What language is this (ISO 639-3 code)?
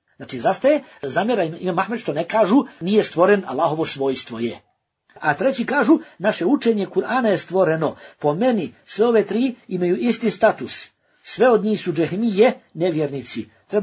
bos